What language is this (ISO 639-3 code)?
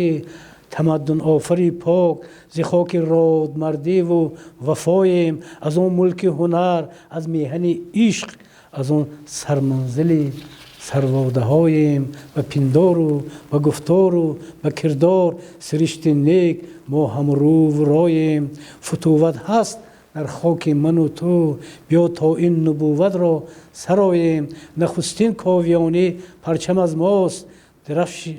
tgk